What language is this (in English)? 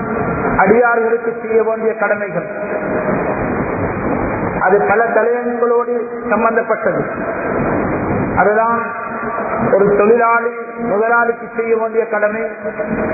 Tamil